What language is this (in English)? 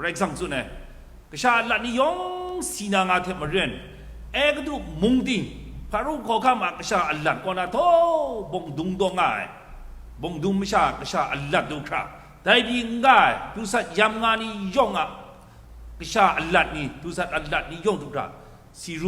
Kachin